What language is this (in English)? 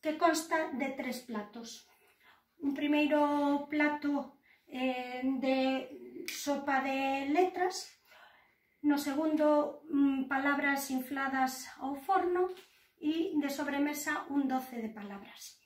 Galician